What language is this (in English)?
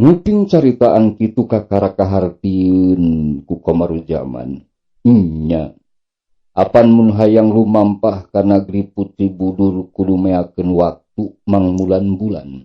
Sundanese